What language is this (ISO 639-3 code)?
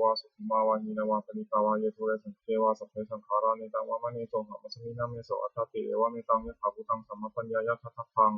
pli